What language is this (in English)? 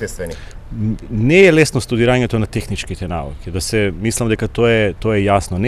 Macedonian